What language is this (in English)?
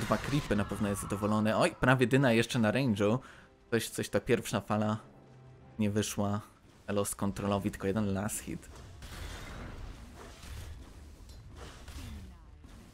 Polish